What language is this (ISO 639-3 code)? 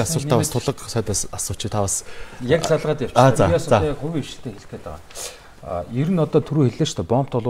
mon